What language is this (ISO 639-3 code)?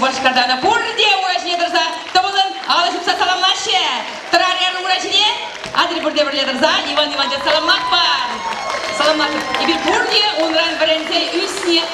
chv